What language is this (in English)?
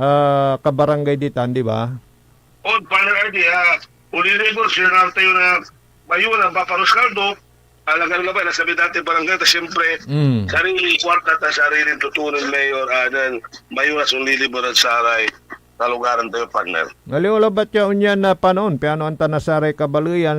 Pangasinan